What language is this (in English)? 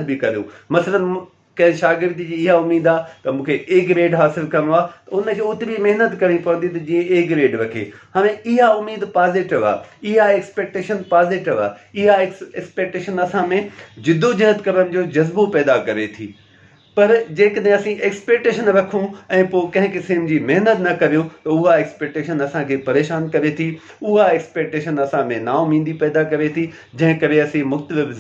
Sindhi